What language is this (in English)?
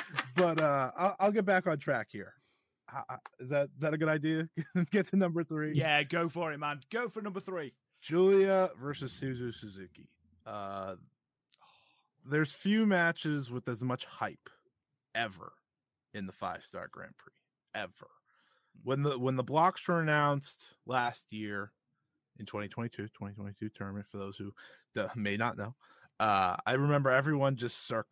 English